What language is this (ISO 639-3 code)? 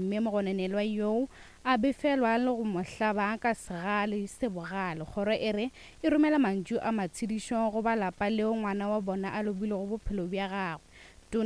nso